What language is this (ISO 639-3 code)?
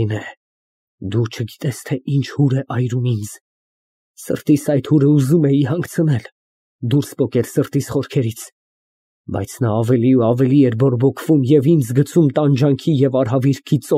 hye